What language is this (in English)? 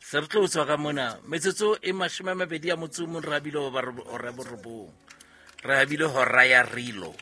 Southern Sotho